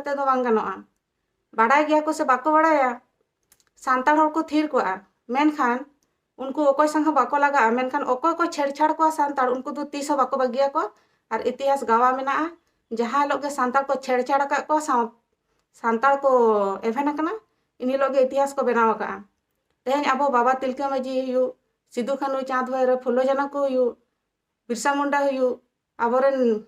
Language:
Santali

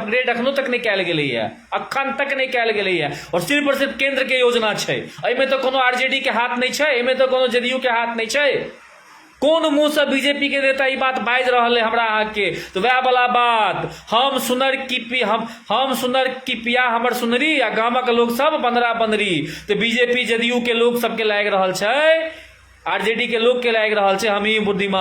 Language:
Maithili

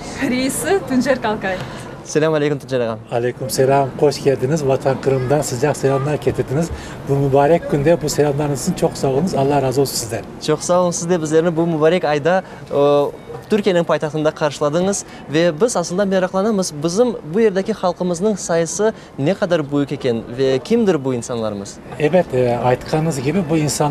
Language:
Crimean Tatar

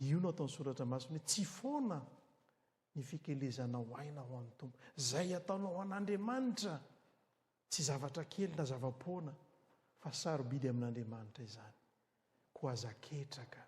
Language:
Malagasy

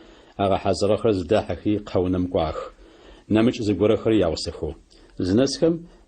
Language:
Adyghe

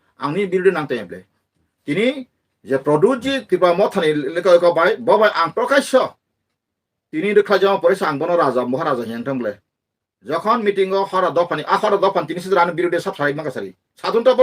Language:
Kok Borok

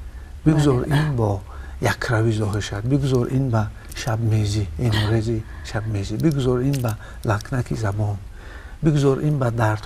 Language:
Tajik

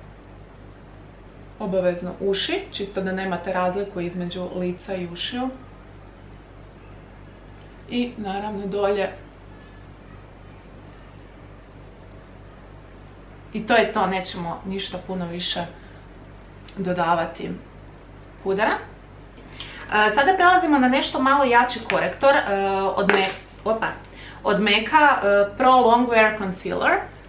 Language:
Croatian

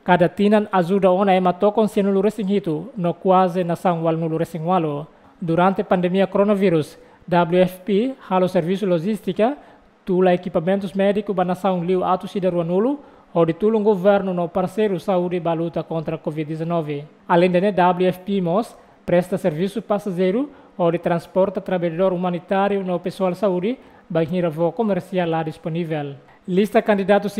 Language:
Tetum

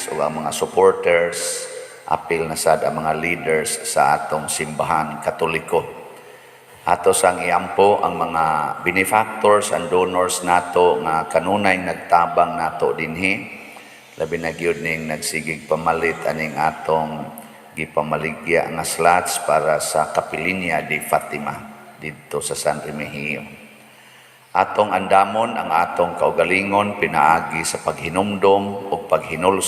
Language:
Cebuano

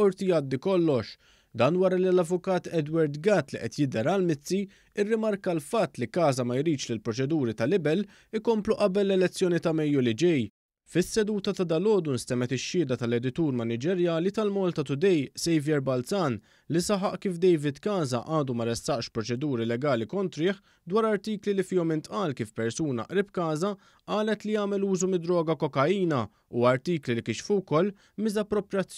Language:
Maltese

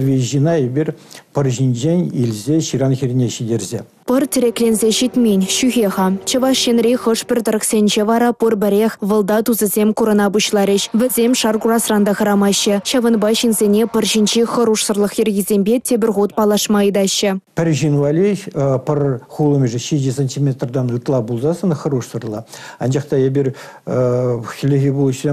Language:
Chuvash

